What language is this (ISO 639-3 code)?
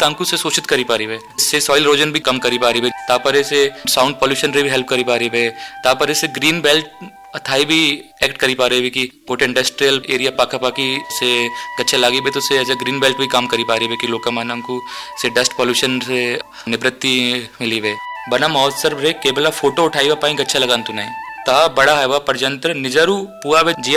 ori